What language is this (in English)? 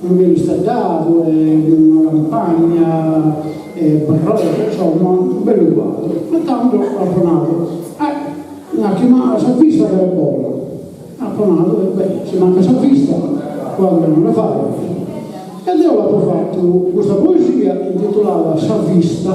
Sardinian